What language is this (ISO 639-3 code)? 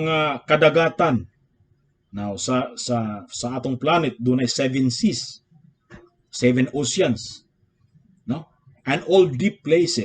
ceb